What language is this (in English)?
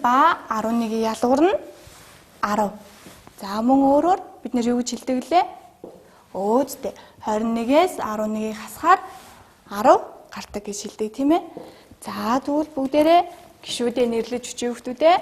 Mongolian